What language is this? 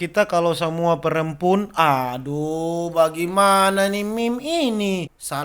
Manado Malay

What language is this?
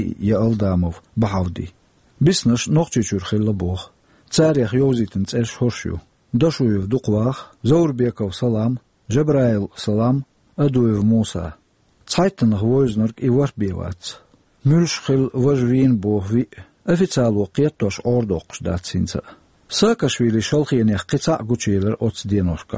Chechen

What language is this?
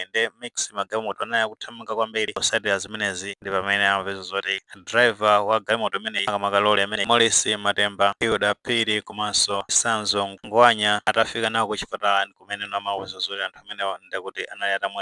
Nyanja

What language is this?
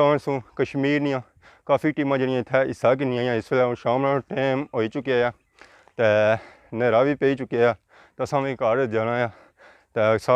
Pahari-Potwari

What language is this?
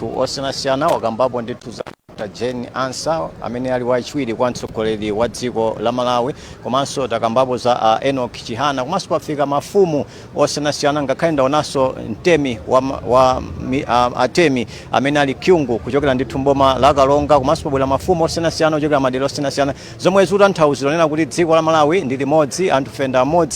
Nyanja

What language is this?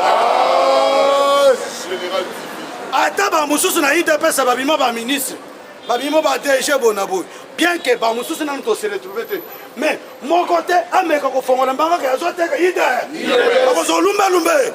Lingala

